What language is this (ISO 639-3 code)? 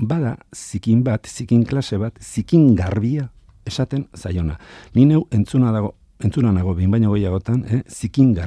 eus